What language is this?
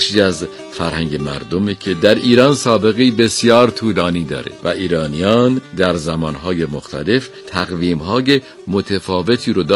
Persian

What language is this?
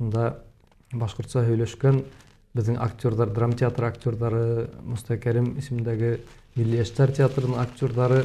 Bashkir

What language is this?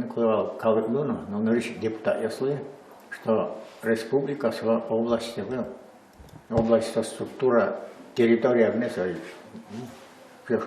Udmurt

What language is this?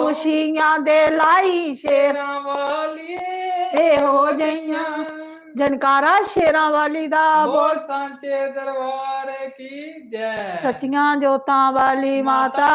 Dogri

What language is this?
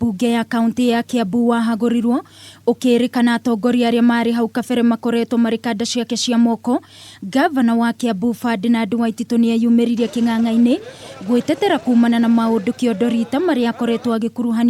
Kikuyu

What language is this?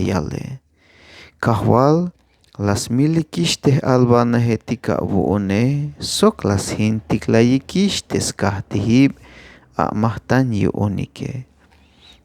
Tzeltal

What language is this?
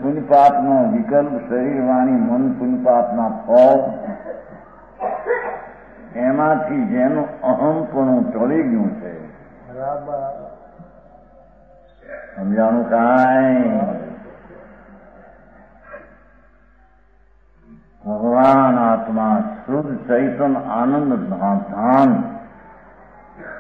Gujarati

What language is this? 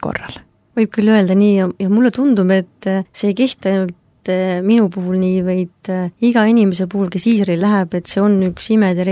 Estonian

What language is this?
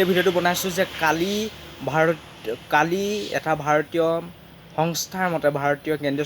Assamese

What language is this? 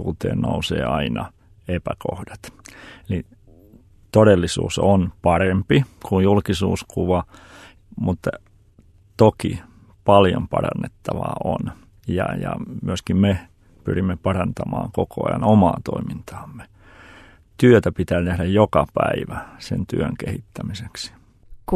Finnish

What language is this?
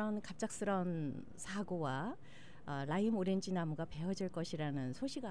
Korean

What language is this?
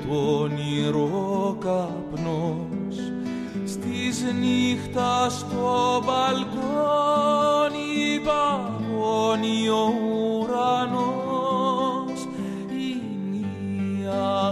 Greek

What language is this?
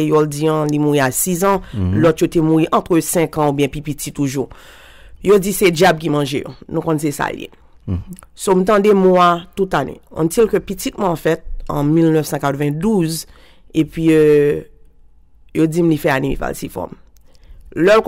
Haitian Creole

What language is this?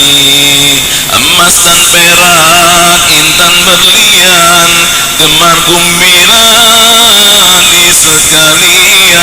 Betawi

